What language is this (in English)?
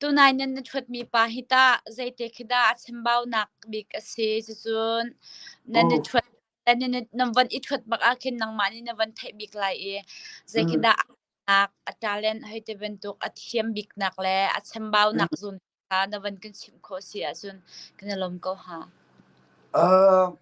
Hakha Chin